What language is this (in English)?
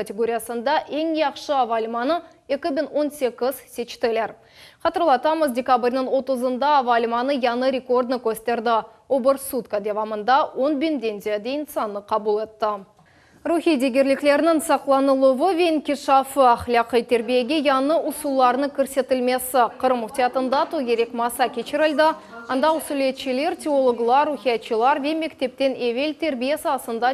Crimean Tatar